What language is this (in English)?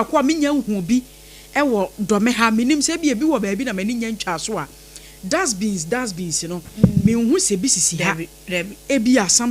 Akan